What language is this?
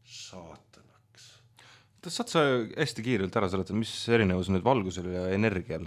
Estonian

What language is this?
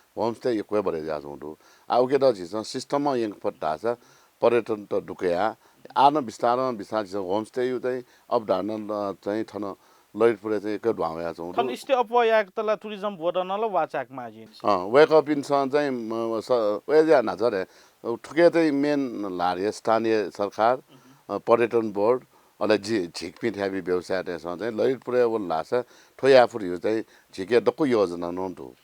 Newari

